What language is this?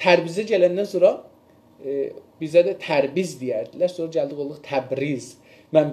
South Azerbaijani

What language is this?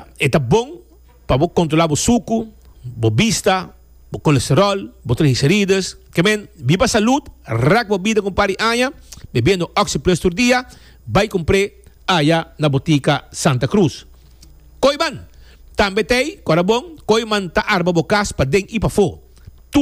Papiamento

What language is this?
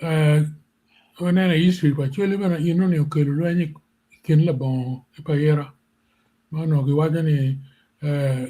Acoli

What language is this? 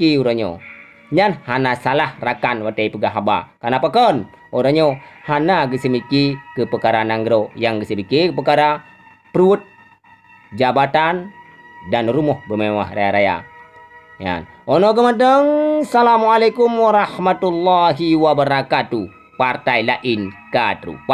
Achinese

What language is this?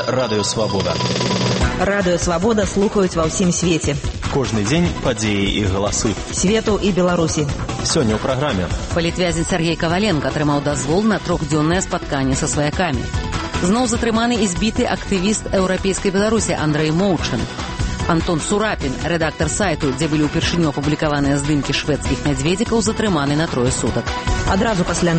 Belarusian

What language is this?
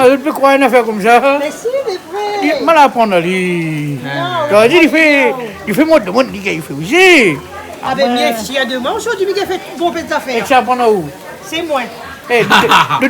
Réunion Creole French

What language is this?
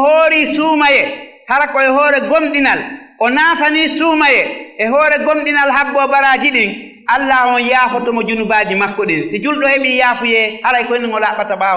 Fula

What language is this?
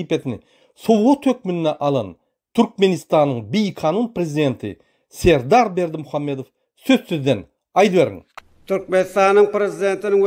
Turkmen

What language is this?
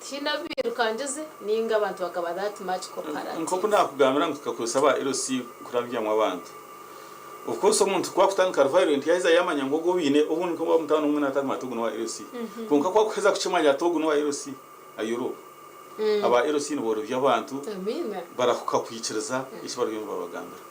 Nyankole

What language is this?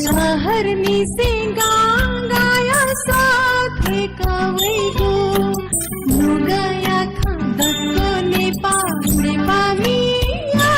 Newari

